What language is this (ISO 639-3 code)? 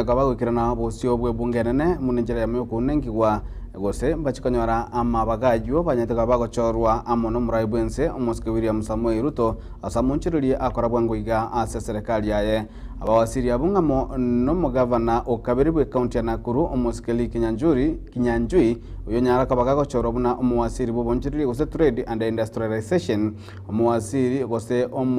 guz